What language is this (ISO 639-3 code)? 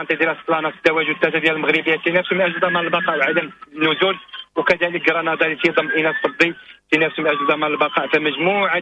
ary